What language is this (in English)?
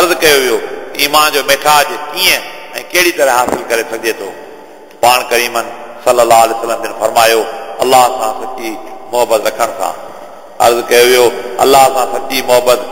Sindhi